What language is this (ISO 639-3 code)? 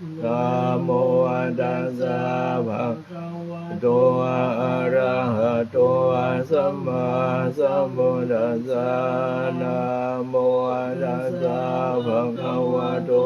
pli